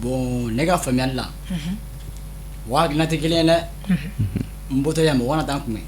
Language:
Bambara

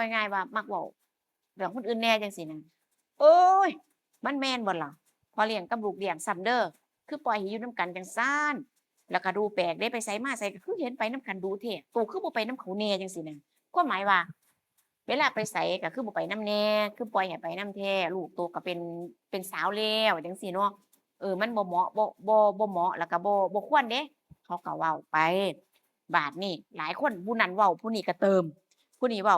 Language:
Northeastern Thai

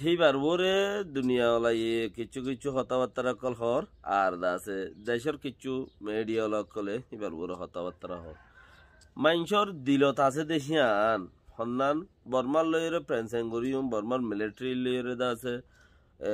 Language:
Rohingya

